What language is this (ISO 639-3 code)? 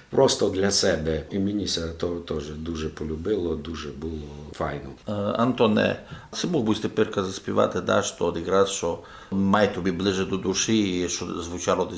rue